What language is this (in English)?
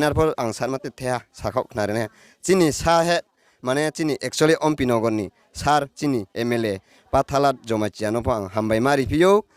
Riang (India)